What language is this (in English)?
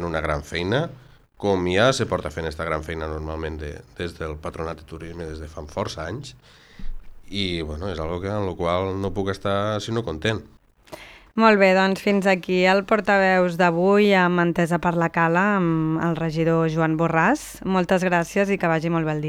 Catalan